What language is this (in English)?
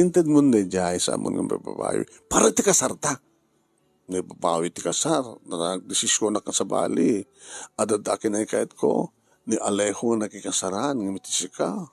Iloko